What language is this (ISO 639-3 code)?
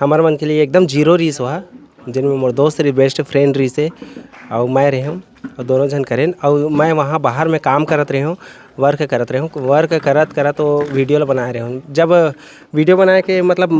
hne